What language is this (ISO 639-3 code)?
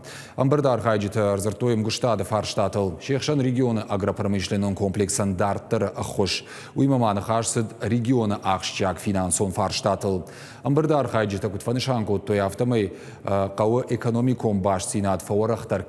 oss